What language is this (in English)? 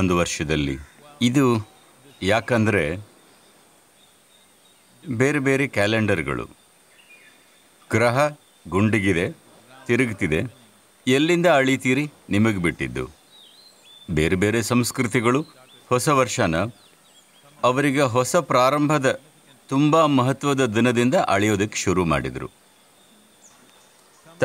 Kannada